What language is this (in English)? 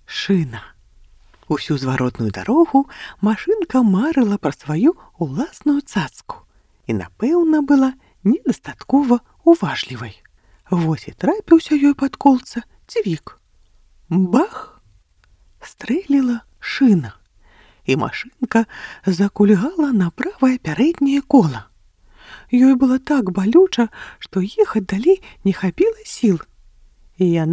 Belarusian